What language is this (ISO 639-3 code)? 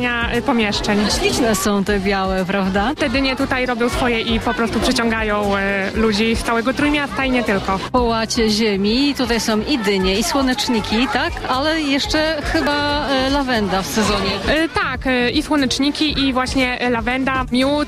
pol